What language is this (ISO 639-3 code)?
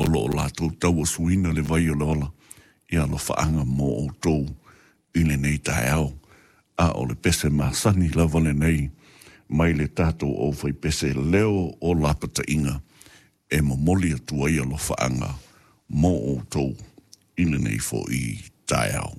smo